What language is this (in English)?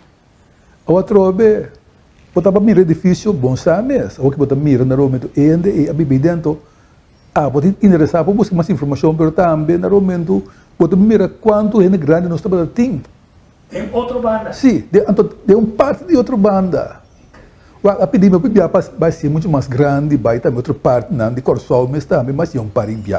Papiamento